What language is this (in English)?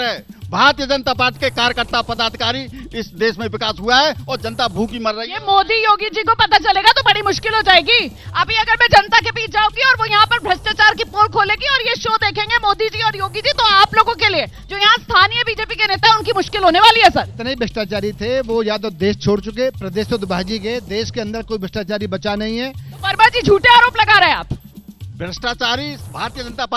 Hindi